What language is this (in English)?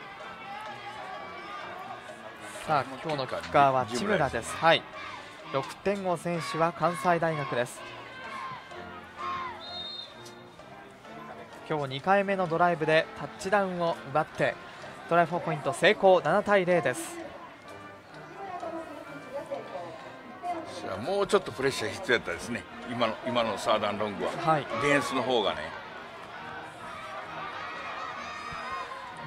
Japanese